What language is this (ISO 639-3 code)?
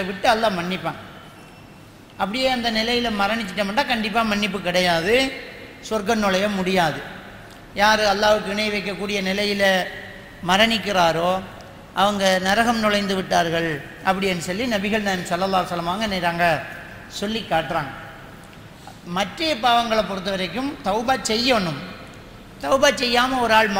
tam